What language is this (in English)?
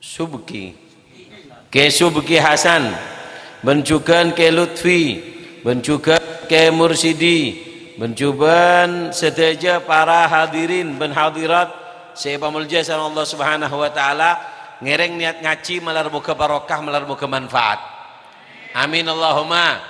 Madurese